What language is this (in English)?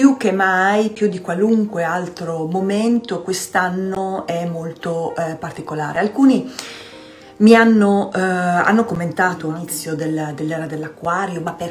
Italian